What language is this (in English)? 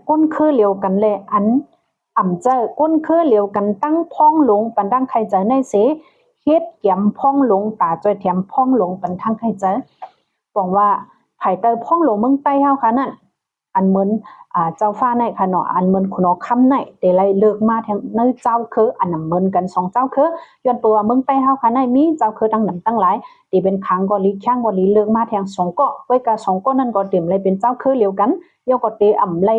Shan